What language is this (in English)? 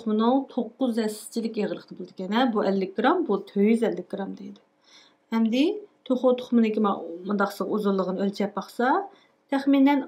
Uyghur